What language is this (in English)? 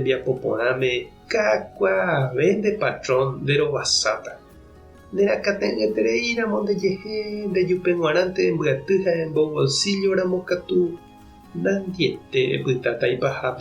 Guarani